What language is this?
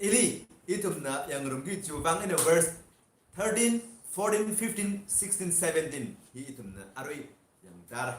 Tangkhul Naga (India)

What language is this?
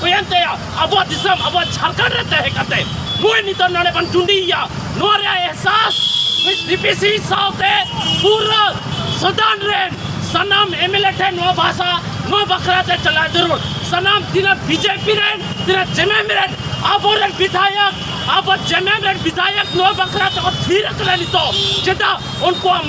Santali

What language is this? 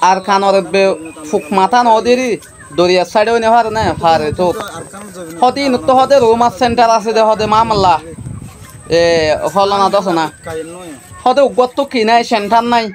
Rohingya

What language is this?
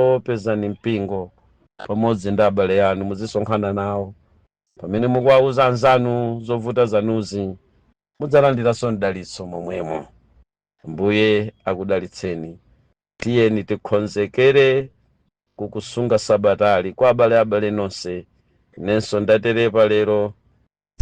Nyanja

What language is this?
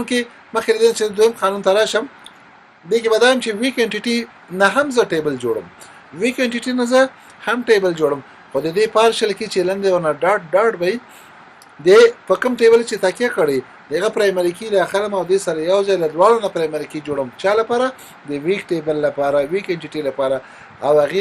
Pashto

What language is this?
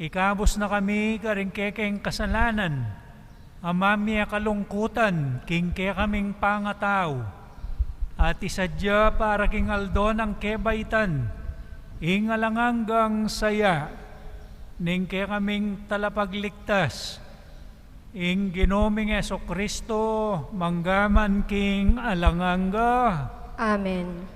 Pampanga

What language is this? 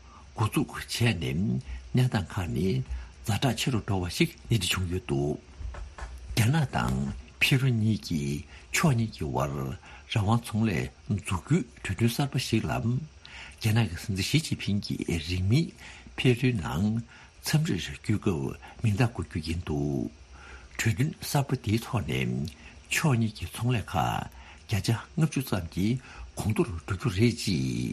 Tibetan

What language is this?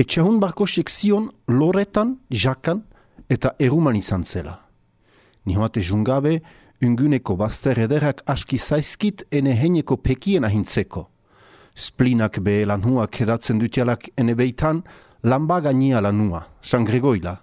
Basque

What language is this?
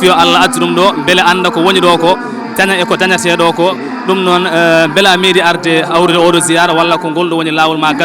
Fula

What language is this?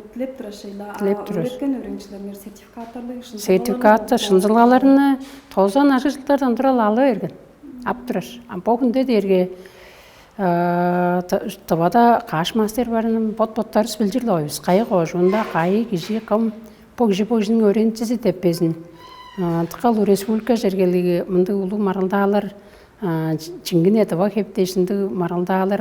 Tuvinian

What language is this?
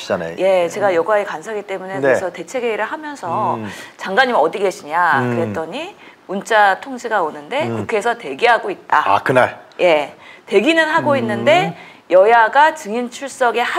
Korean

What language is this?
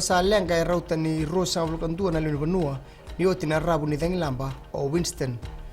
Fijian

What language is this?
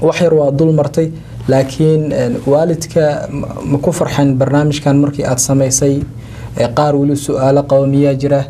Somali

